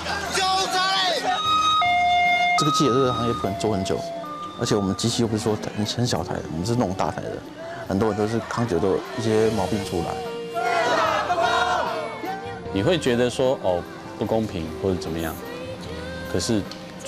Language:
Chinese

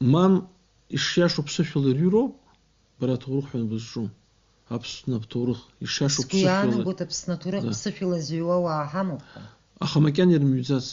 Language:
Abkhazian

